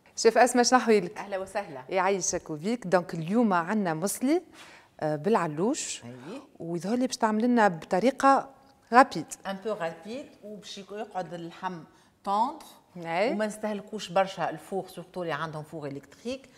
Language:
Tunisian Arabic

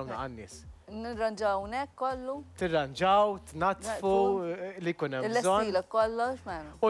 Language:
Maltese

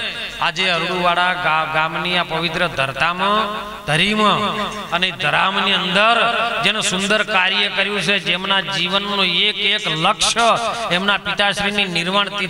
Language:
Gujarati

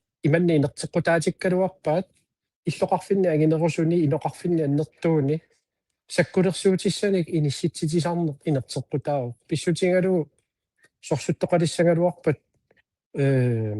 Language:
Kalaallisut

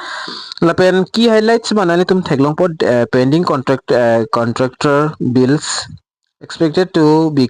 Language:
Karbi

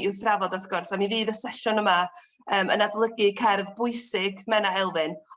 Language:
Welsh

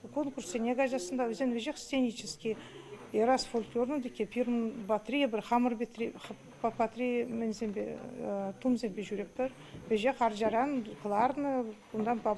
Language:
Chuvash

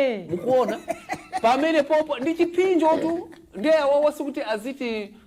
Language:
Nyanja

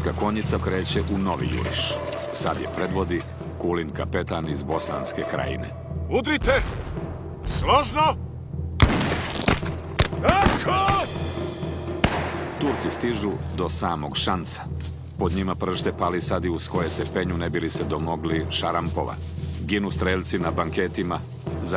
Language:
Serbian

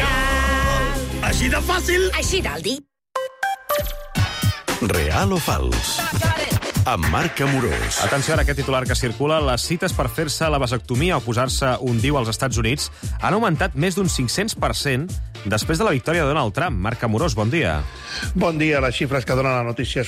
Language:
Catalan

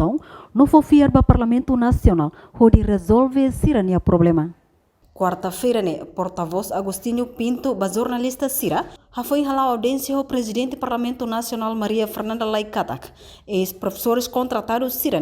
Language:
Tetum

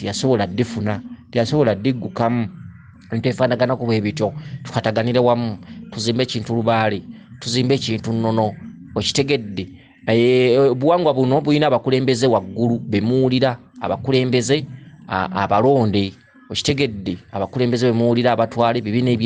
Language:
Ganda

